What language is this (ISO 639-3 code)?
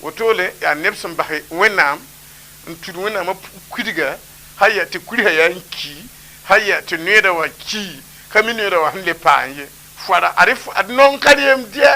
mos